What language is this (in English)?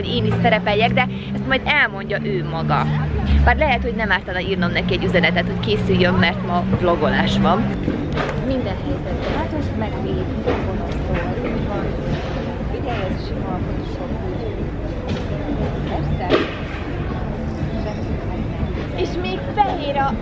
Hungarian